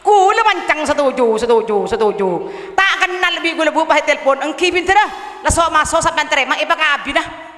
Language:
Madurese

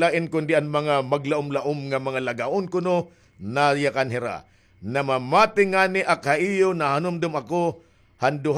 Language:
Waray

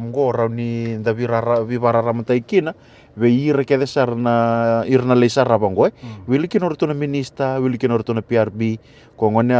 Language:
Fijian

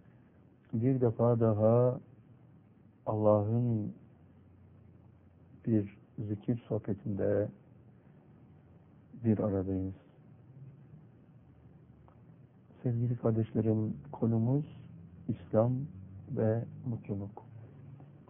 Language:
Turkish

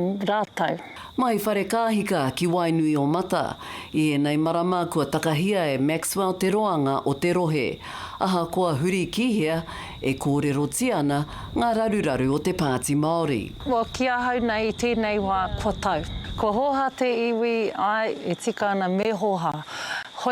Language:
Māori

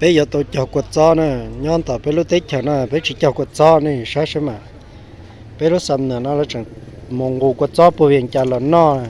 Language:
Hmong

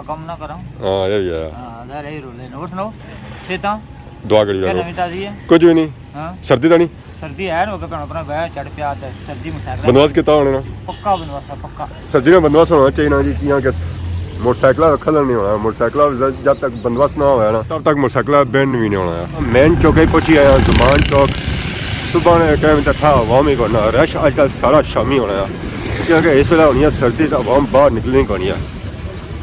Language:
Pahari-Potwari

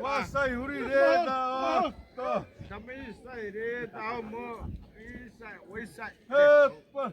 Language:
Xavánte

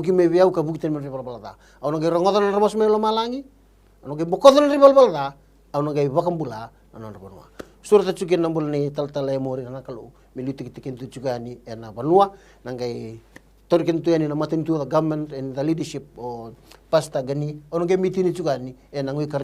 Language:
Fijian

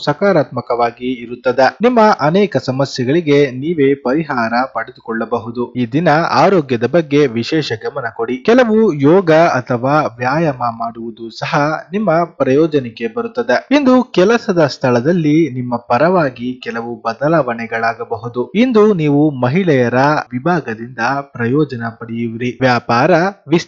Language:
Kannada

